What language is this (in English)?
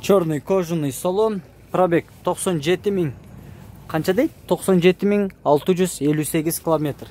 Kyrgyz